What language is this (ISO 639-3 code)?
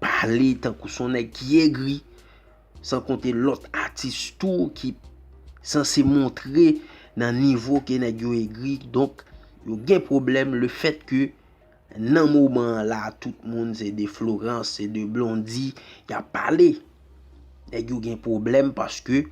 hat